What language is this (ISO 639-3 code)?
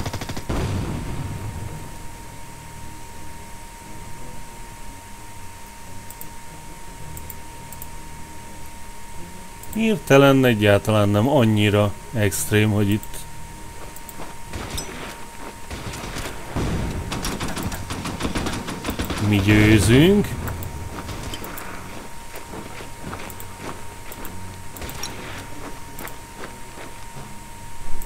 hun